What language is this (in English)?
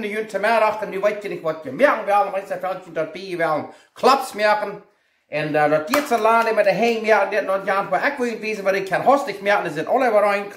Plautdietsch